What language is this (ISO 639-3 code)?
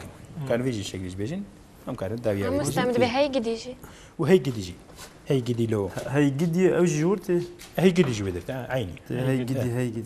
kur